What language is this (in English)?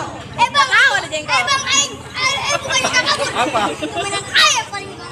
Betawi